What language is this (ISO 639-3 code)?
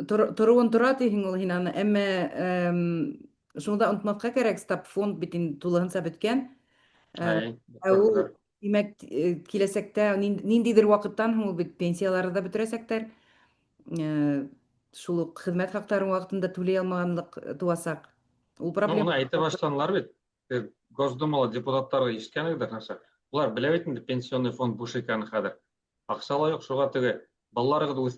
bak